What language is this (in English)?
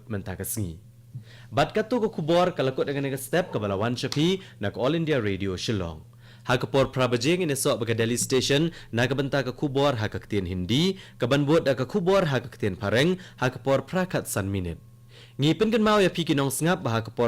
Khasi